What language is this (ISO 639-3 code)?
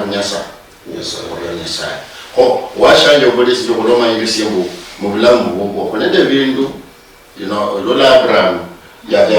luy